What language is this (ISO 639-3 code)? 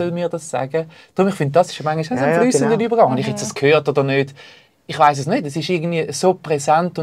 gsw